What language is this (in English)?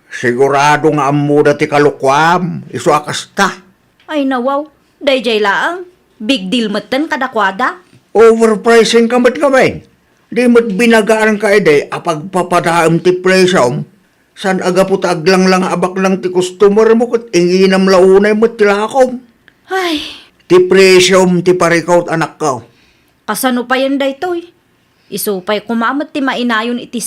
Iloko